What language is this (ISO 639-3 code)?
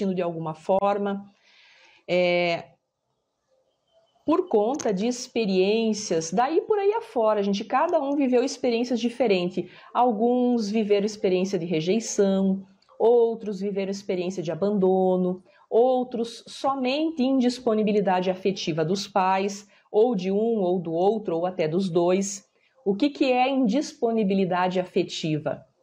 por